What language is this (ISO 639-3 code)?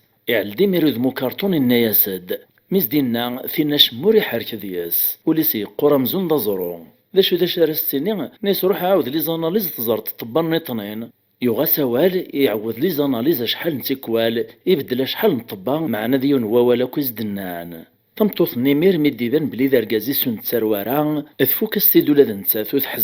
kab